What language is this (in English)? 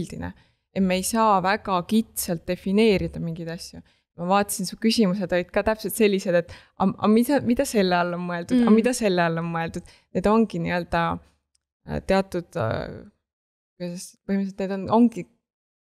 Estonian